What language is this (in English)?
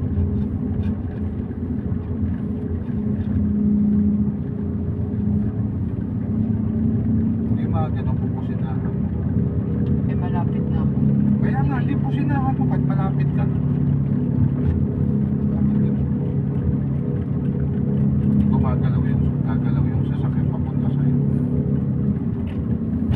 Filipino